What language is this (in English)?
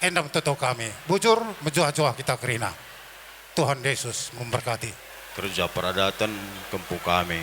Batak Karo